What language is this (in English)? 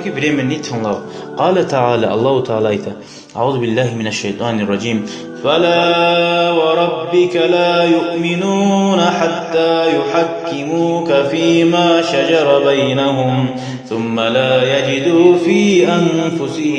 Kumyk